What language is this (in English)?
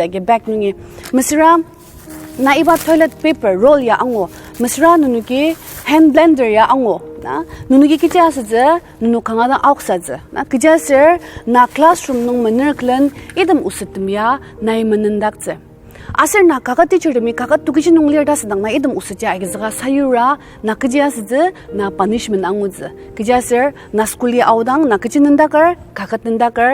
Ao Naga